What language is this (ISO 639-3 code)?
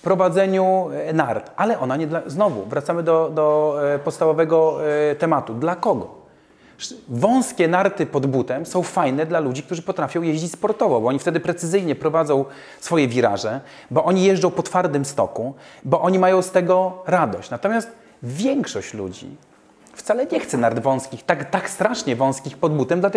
pol